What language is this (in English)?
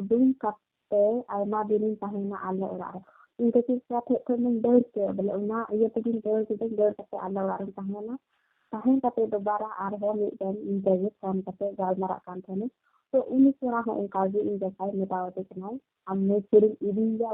Santali